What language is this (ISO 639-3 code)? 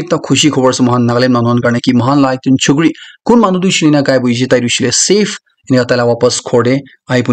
nag